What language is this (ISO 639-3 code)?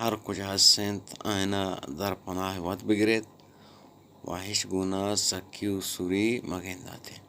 bgp